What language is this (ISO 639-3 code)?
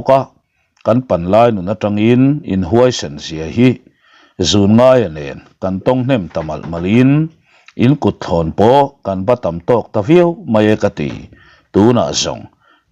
lus